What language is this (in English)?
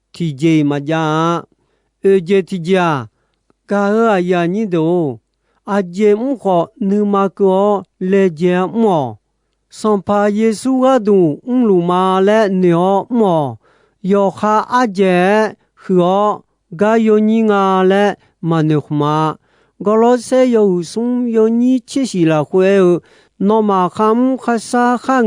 Akha